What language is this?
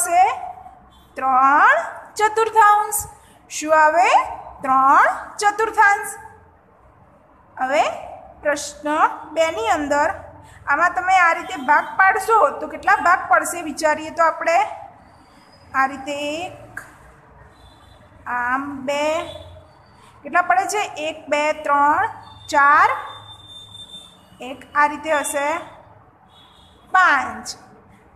Gujarati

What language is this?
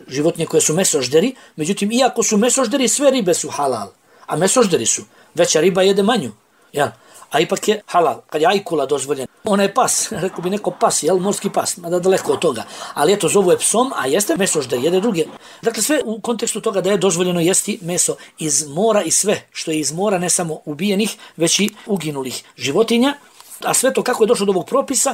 Bosnian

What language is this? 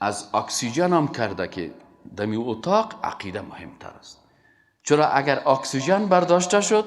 Persian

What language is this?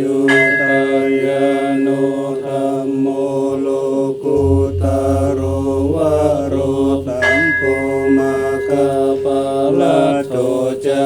Pali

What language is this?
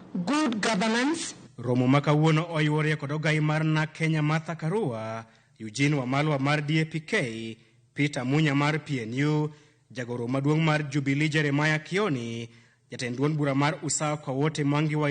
Luo (Kenya and Tanzania)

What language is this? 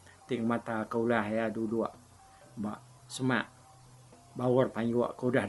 Iban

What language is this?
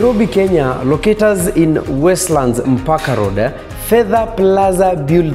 Swahili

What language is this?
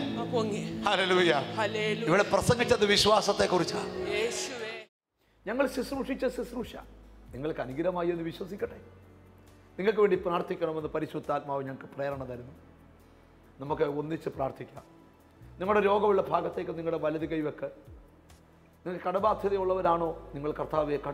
Malayalam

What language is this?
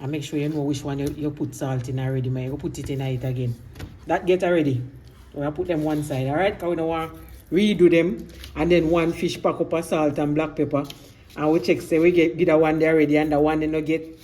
Jamaican Creole English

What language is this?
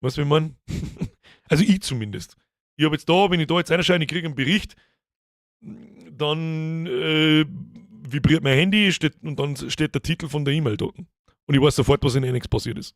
Bavarian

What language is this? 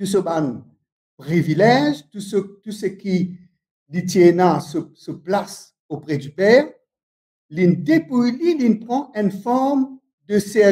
Morisyen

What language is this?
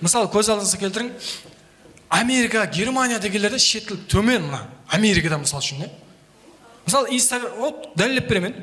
Kara-Kalpak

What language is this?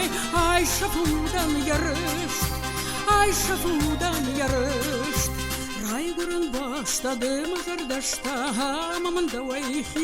Ossetic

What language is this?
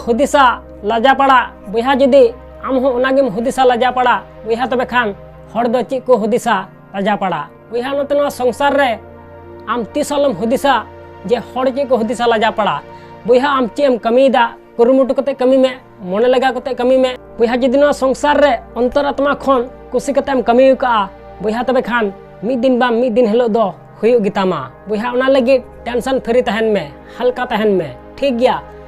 Santali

